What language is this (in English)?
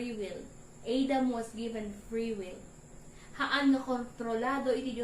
Iloko